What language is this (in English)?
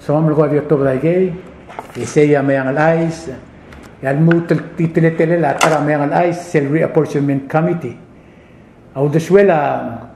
Palauan